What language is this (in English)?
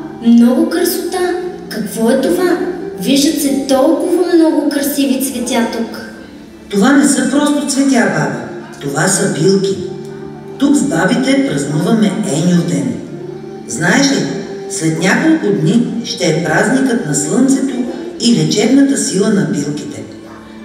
Bulgarian